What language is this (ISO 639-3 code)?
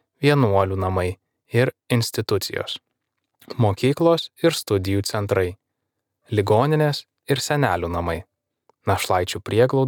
lit